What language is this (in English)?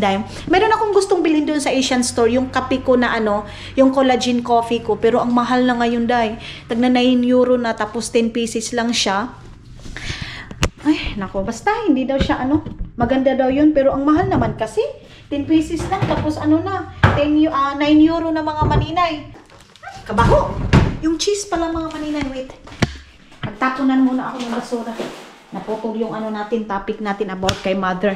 Filipino